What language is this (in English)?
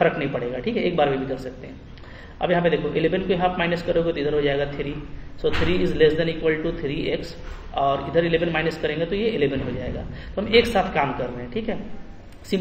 Hindi